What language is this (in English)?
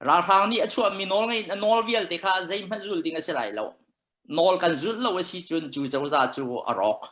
Hakha Chin